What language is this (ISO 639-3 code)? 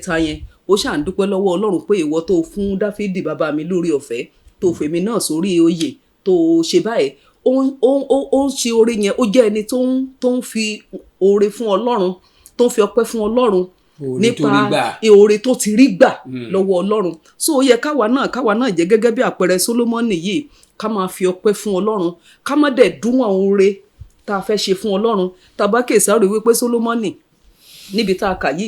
yor